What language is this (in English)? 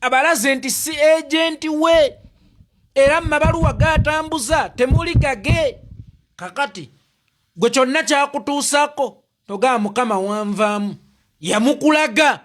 Ganda